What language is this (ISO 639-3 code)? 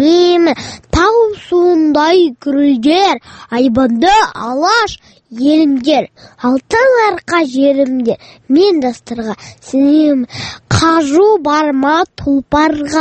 kaz